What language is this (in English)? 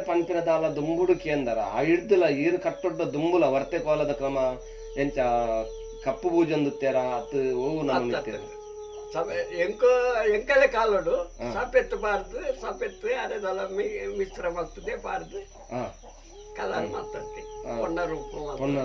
Tulu